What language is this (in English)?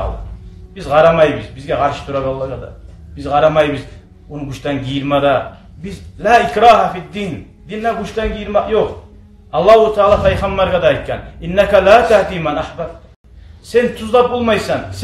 Kumyk